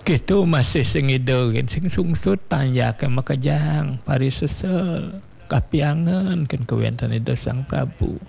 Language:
Balinese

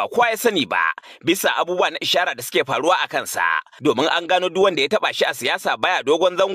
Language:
Hausa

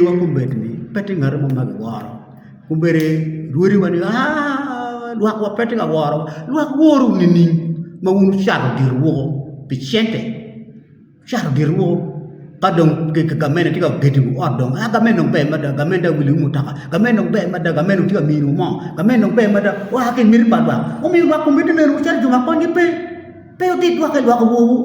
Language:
Acoli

